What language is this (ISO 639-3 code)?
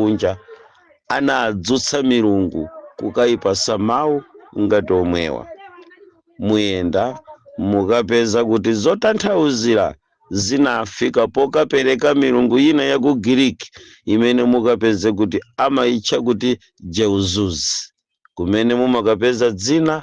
nya